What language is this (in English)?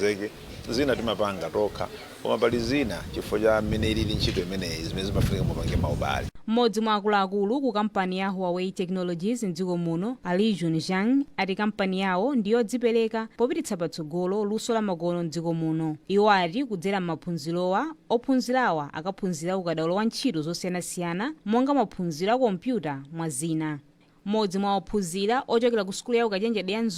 Nyanja